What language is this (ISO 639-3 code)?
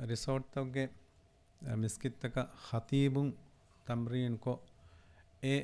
div